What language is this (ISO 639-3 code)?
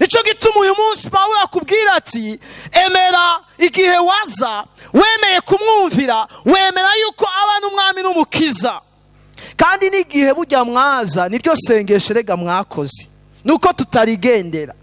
run